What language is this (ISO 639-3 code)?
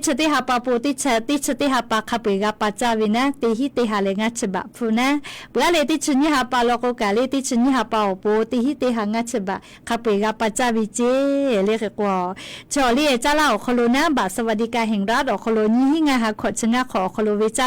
lhu